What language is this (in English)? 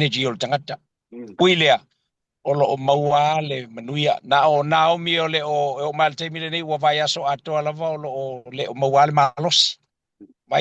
Samoan